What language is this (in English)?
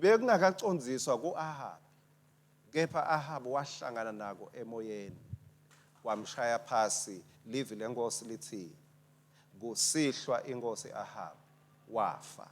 Swati